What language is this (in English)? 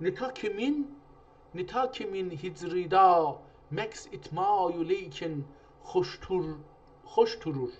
South Azerbaijani